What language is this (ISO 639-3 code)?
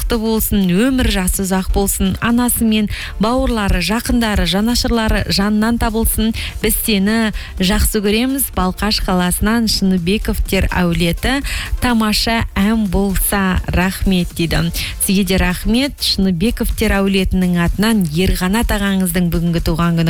kaz